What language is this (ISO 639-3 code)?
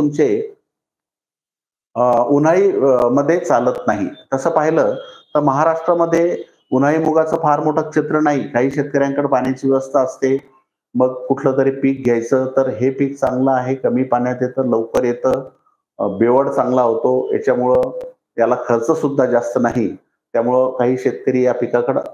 mar